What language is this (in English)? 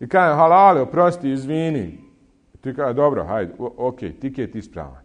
Bosnian